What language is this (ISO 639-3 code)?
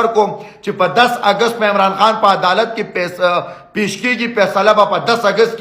pus